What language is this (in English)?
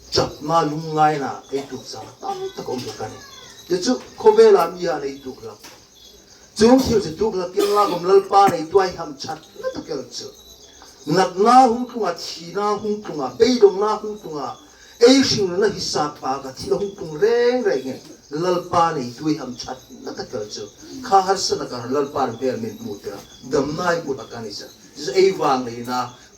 Hmar